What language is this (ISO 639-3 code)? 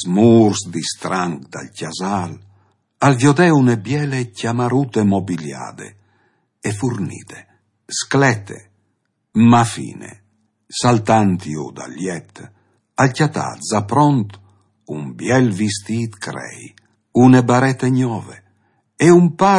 fur